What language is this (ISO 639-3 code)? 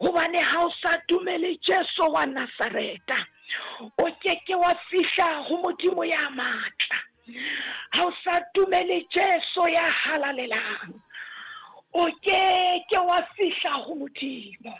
sot